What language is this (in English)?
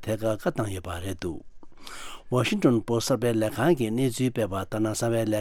Tibetan